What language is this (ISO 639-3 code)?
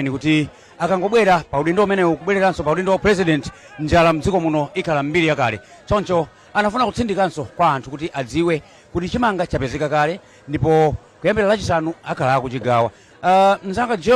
nya